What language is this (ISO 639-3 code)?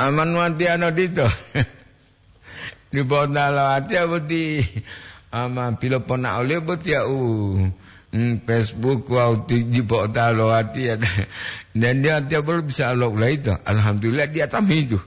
gor